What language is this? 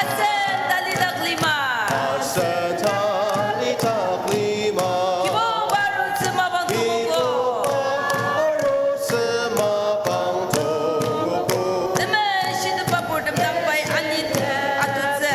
Ao Naga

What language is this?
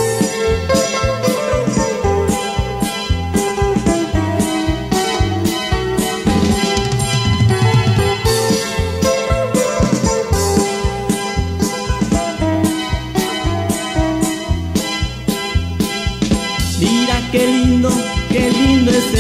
Spanish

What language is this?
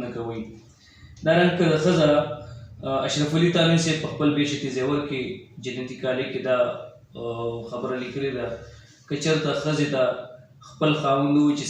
Pashto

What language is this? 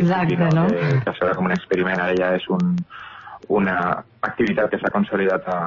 Catalan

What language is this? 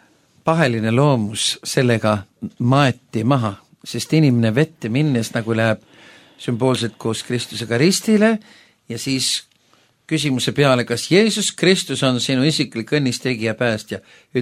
Estonian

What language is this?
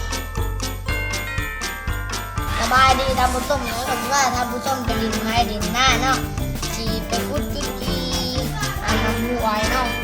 Lao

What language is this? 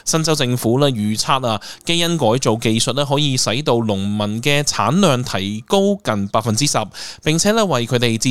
Cantonese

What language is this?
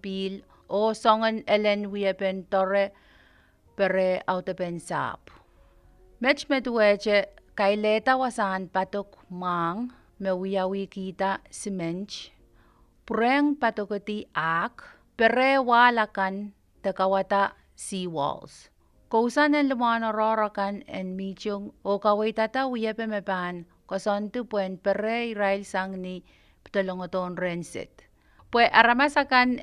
Pohnpeian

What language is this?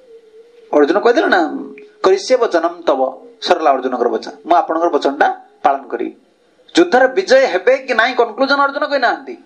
Odia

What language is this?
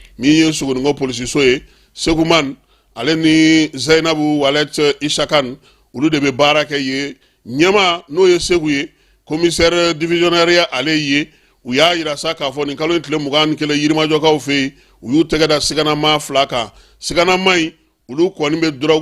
Bambara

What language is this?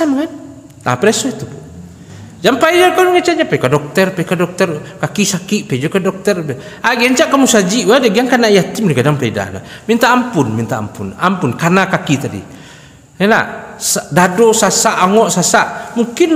Minangkabau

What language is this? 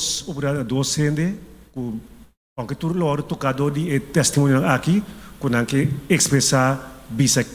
Papiamento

